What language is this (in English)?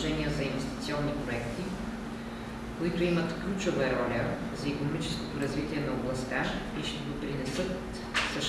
Bulgarian